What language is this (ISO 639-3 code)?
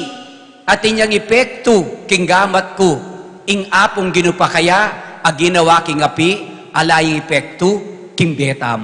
pam